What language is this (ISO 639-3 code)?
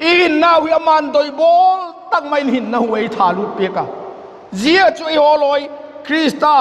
vap